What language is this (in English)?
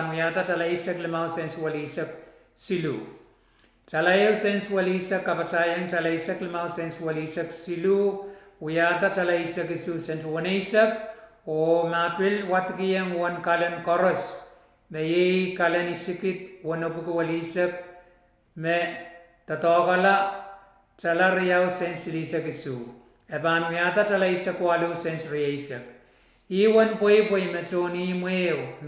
Pohnpeian